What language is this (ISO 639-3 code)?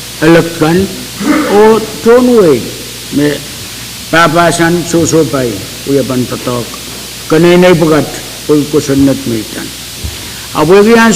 pon